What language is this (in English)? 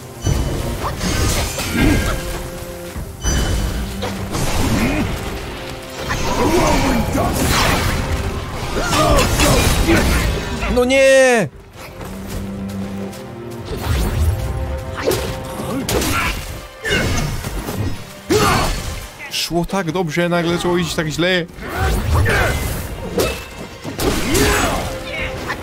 Polish